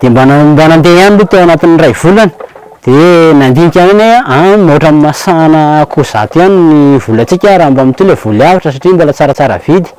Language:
Malagasy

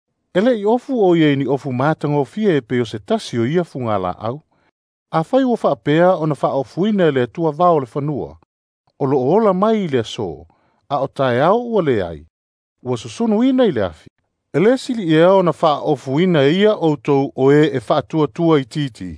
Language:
Samoan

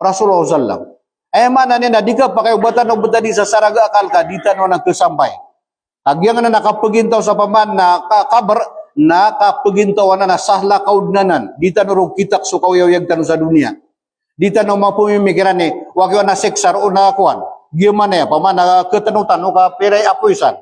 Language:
Maranao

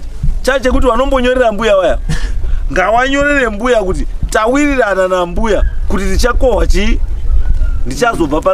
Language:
Shona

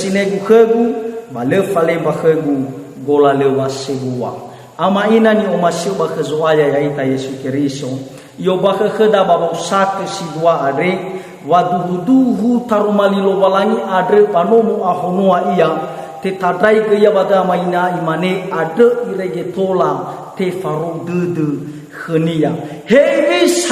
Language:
Nias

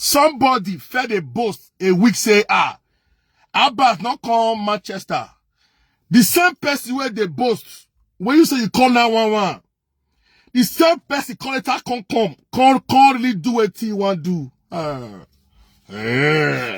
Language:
Nigerian Pidgin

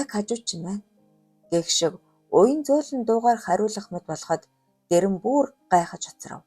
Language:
Mongolian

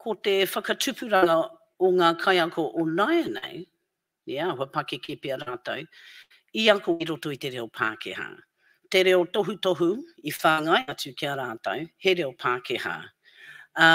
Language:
Māori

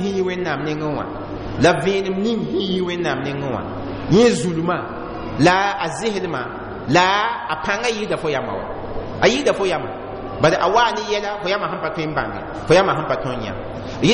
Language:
Mossi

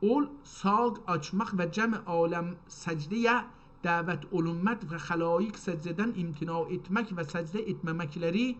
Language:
South Azerbaijani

